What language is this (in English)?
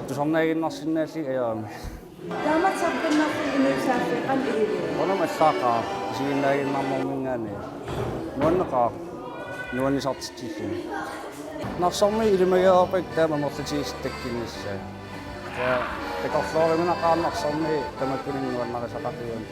Kalaallisut